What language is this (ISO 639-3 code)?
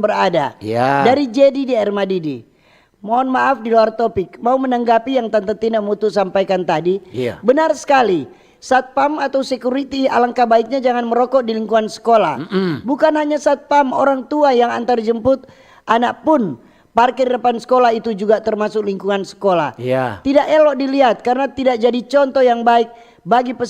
xmm